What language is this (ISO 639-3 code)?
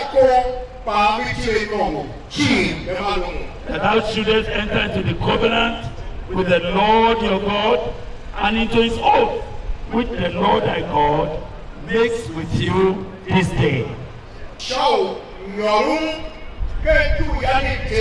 tiv